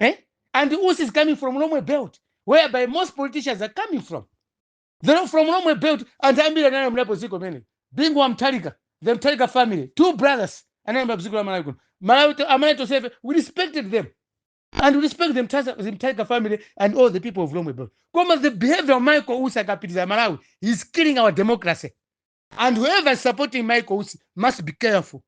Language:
Nyanja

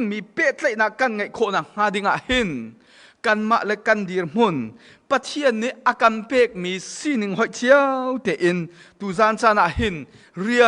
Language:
Hakha Chin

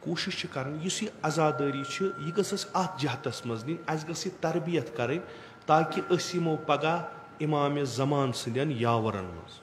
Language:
Kashmiri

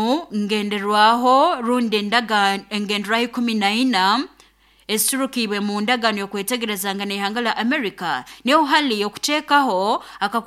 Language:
Nyoro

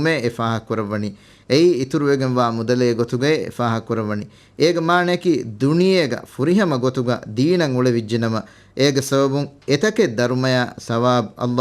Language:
Divehi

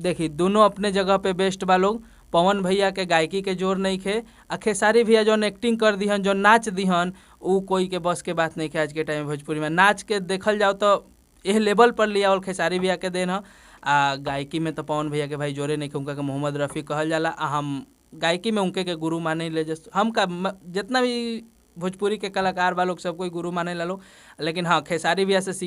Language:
Bhojpuri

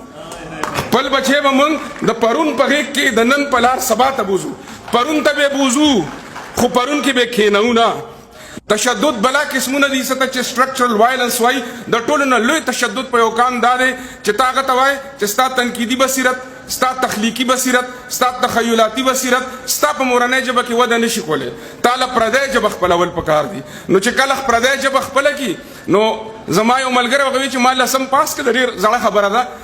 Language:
Pashto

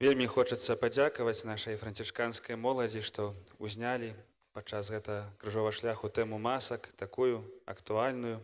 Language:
Belarusian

